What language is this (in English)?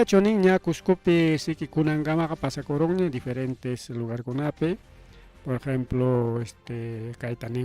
Ayacucho Quechua